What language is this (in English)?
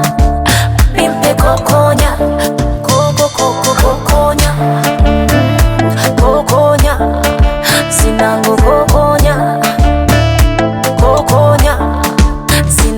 Swahili